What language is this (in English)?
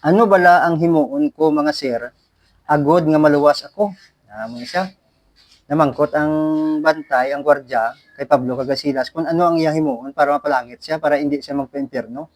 Hiligaynon